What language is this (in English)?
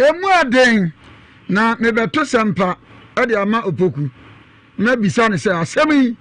Akan